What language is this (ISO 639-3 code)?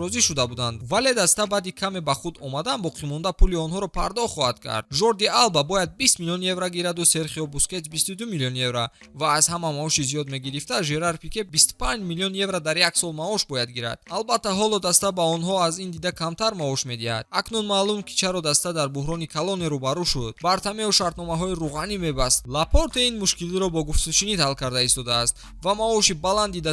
tgk